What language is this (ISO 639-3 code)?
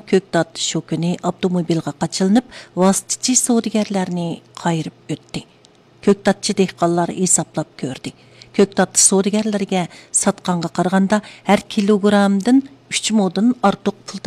uig